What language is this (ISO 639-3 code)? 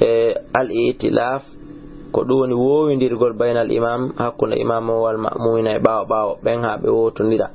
ful